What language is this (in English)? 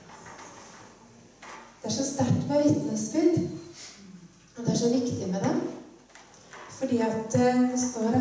Norwegian